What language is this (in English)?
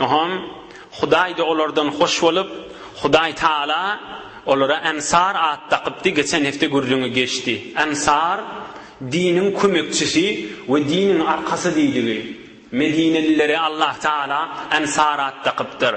Turkmen